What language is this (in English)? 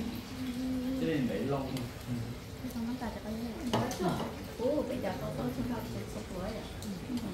Vietnamese